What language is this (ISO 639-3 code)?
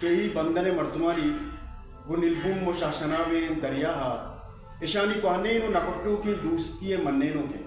bal